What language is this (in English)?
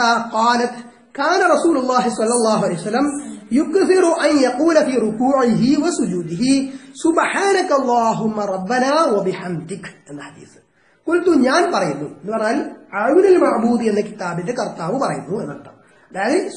Malayalam